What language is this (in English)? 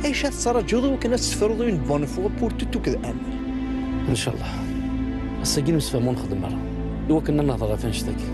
Kabyle